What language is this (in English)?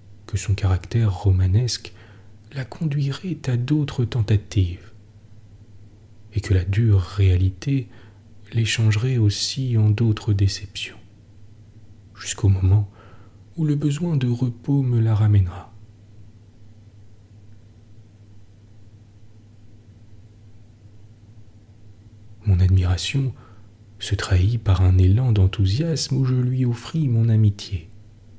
French